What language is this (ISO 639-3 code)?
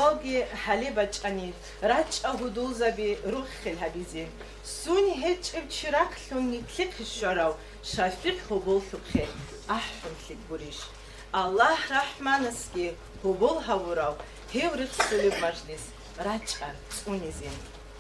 ava